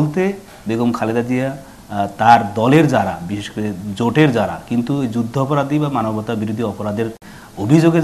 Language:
Bangla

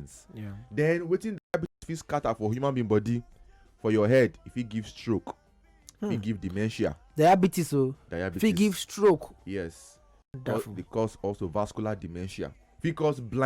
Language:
Nigerian Pidgin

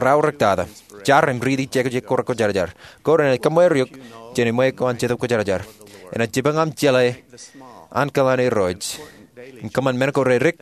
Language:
Marshallese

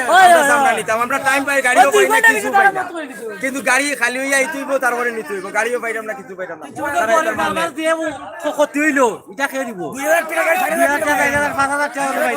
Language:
Sylheti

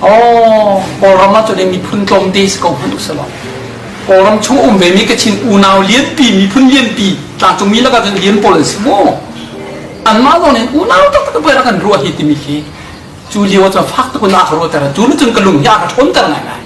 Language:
Hakha Chin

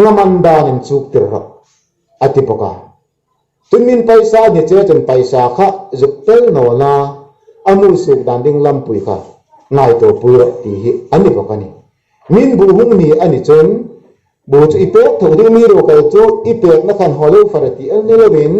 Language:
Hmar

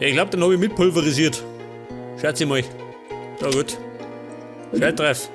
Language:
Bavarian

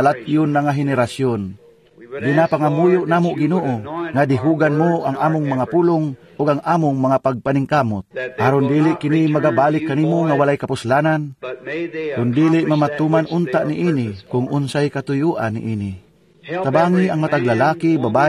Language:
Cebuano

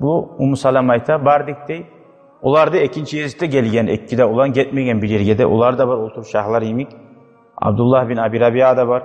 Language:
Kumyk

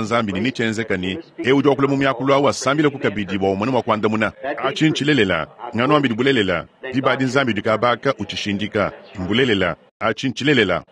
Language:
Luba-Lulua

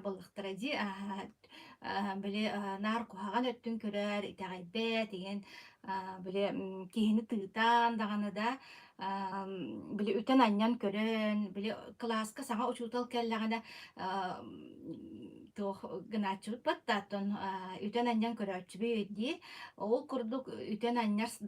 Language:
Yakut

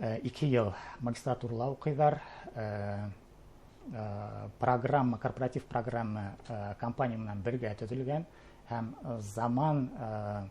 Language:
Bashkir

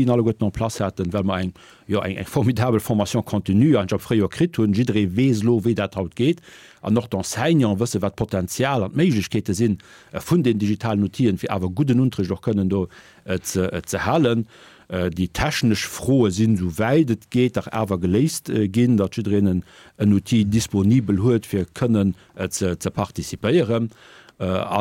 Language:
Luxembourgish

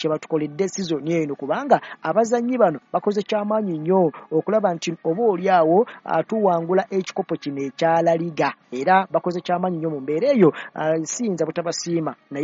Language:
Ganda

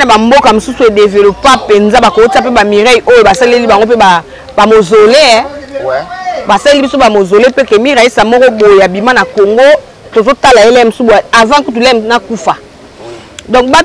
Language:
Lingala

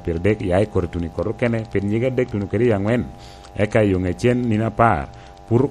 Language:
Lango (Uganda)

